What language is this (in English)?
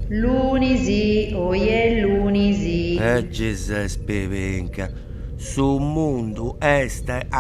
Sardinian